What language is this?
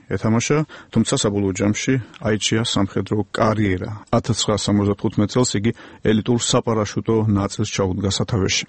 Georgian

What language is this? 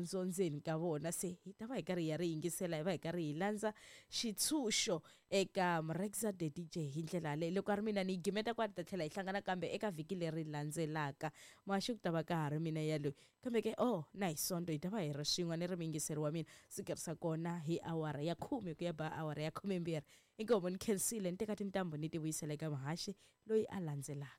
Tsonga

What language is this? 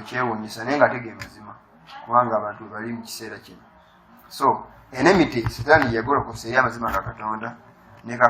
Ganda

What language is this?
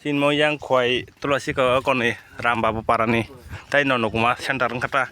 Kok Borok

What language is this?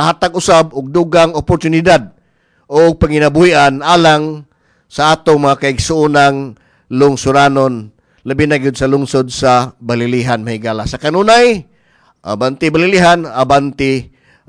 Cebuano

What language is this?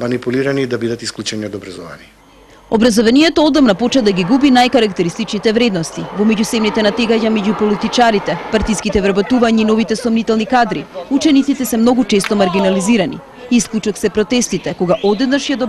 Macedonian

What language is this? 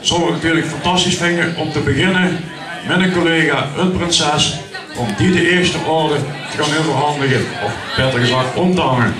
Limburgish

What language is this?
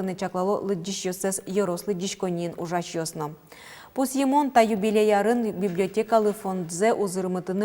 Udmurt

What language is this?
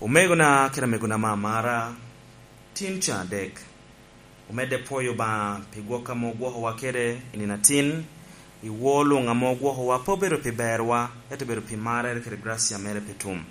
Lango (Uganda)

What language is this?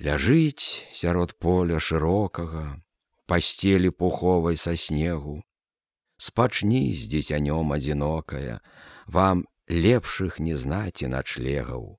Belarusian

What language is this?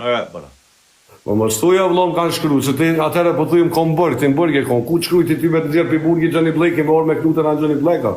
Albanian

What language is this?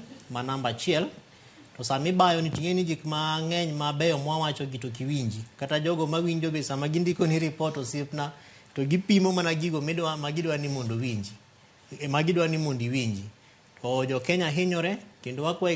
Luo (Kenya and Tanzania)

